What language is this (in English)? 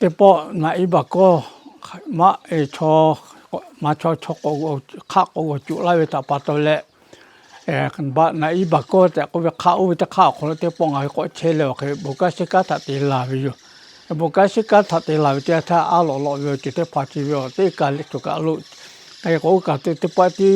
Lahu